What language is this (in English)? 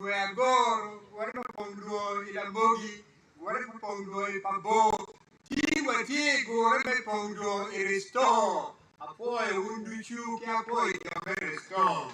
Acoli